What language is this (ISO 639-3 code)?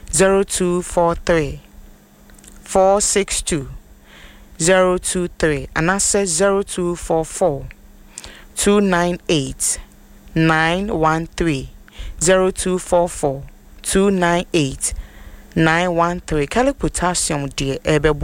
aka